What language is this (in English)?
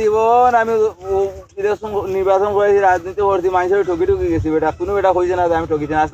Sylheti